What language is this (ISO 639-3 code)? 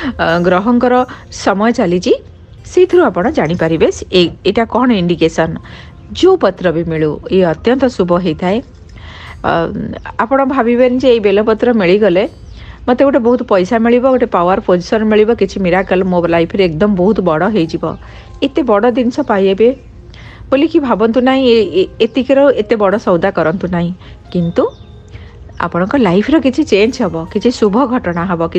ori